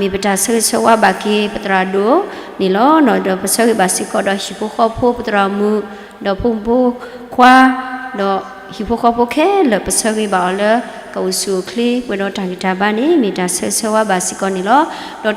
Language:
S'gaw Karen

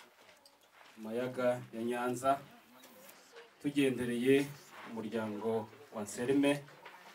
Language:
Kinyarwanda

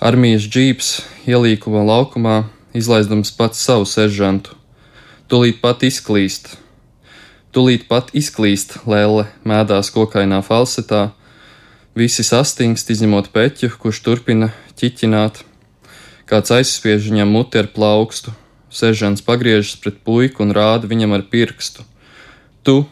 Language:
Latvian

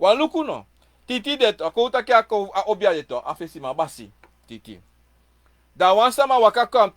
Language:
Sranan Tongo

